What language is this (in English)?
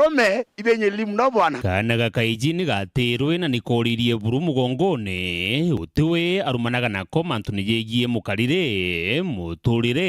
Meru